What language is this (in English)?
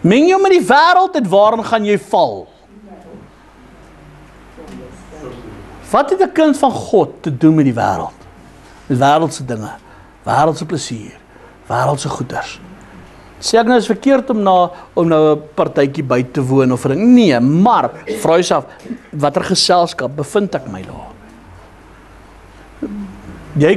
Afrikaans